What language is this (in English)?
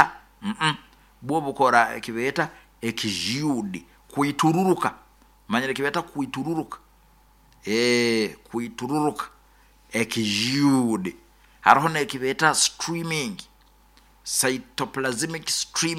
Nyoro